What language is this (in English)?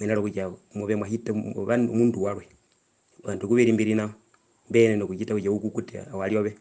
Herero